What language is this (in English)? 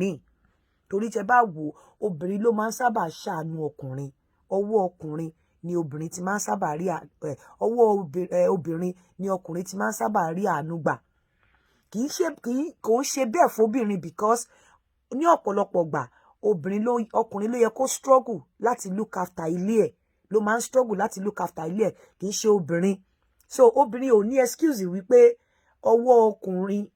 Yoruba